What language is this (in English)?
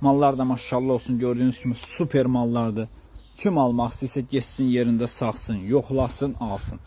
Azerbaijani